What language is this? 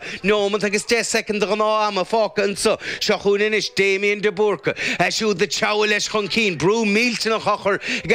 Irish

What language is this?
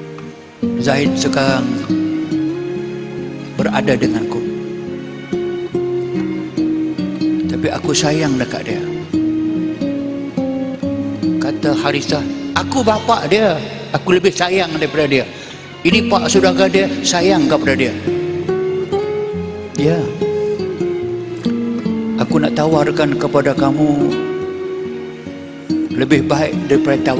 Malay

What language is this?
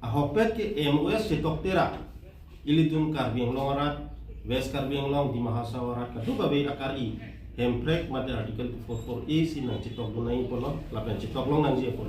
Karbi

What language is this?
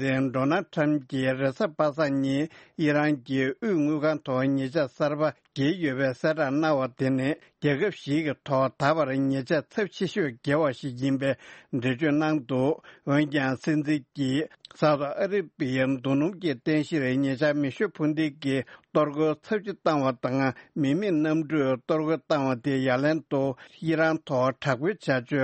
Tibetan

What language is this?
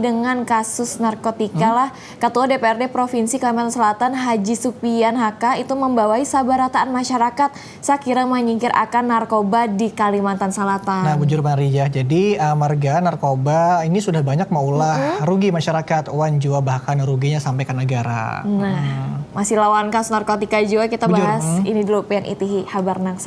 Banjar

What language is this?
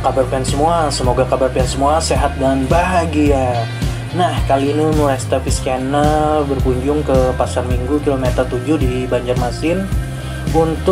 Banjar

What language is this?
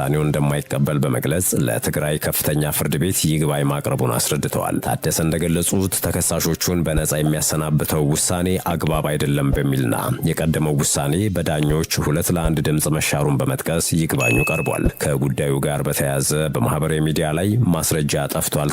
Amharic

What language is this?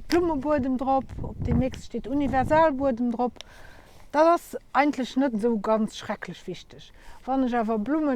Luxembourgish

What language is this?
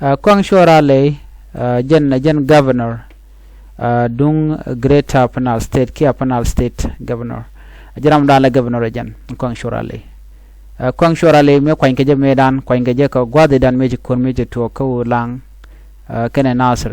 Nuer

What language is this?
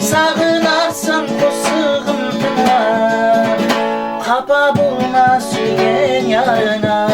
Kara-Kalpak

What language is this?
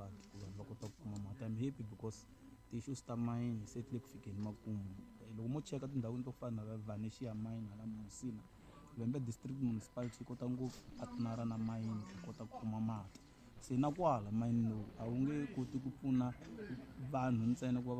Tsonga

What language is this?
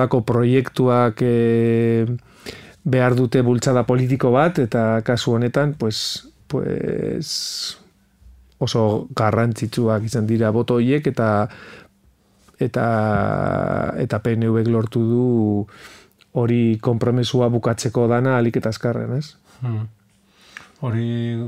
Basque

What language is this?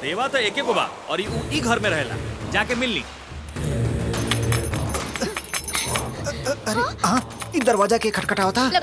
Bhojpuri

